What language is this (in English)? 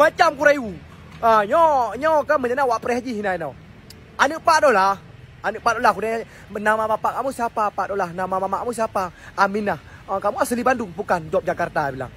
Achinese